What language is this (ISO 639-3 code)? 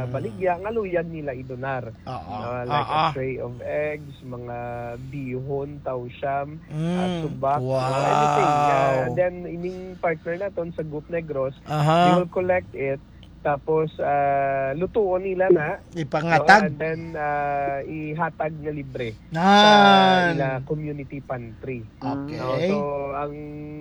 hil